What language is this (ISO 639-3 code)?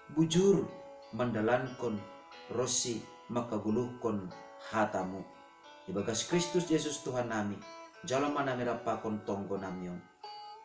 bts